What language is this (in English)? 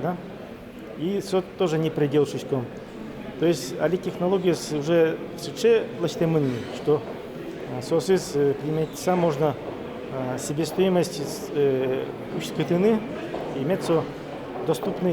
Udmurt